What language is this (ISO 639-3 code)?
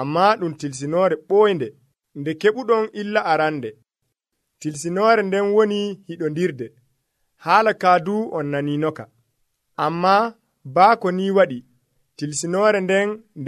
fuv